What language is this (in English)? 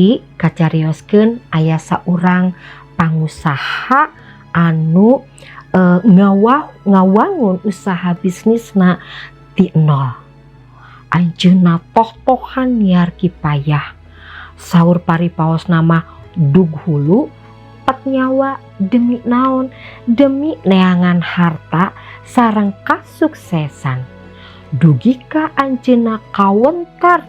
Sundanese